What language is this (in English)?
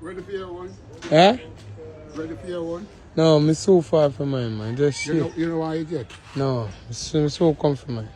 Jamaican Creole English